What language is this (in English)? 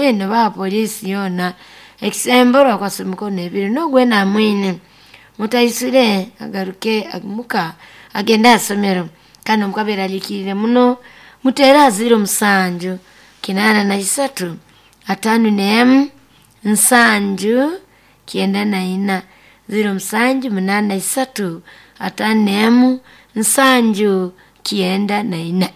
Nyoro